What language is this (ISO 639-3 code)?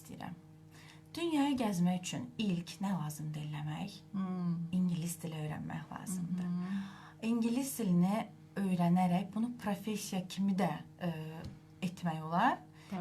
aze